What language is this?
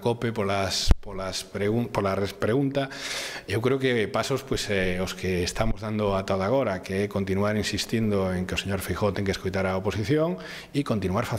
Galician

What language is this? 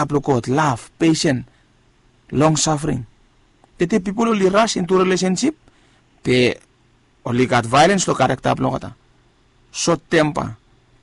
Bislama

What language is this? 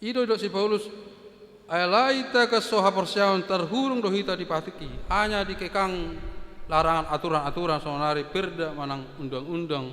Batak Toba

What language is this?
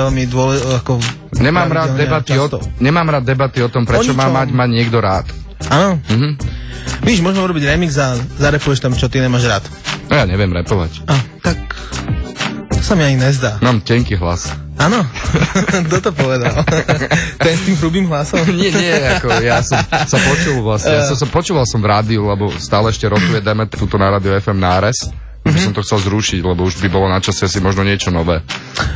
Slovak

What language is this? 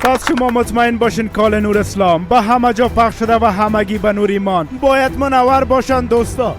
Persian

